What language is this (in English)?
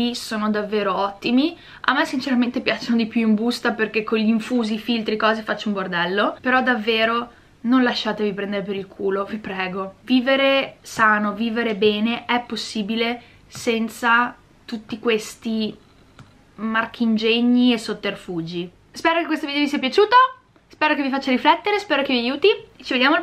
Italian